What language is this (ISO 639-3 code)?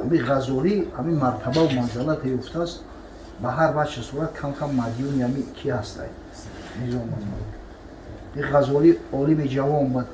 tgk